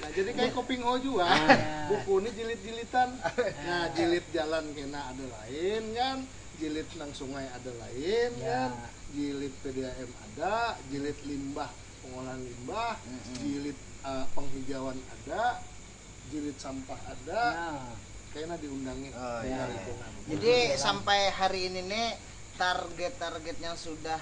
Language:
Banjar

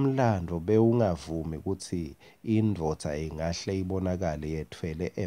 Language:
Swati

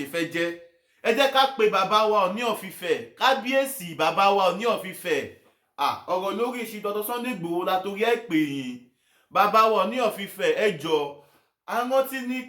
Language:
Yoruba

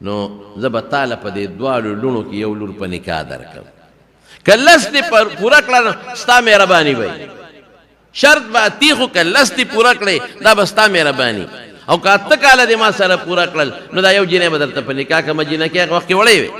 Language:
Pashto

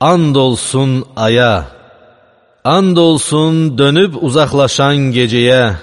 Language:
Azerbaijani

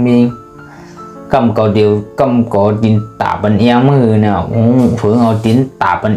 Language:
Shan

